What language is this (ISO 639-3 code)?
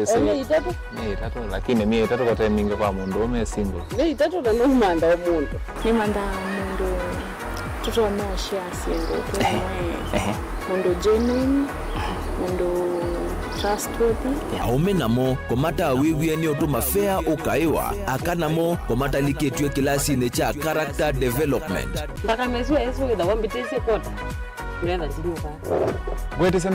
kam